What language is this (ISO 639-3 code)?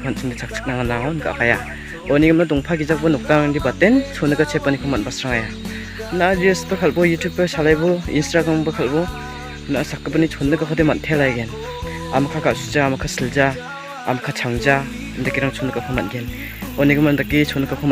grt